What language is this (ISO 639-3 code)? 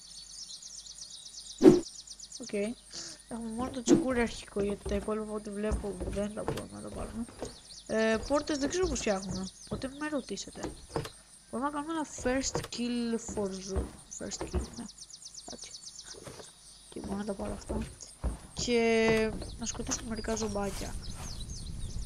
ell